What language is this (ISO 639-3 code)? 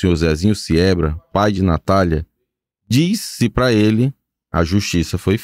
por